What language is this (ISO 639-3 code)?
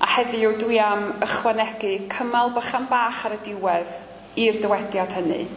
cym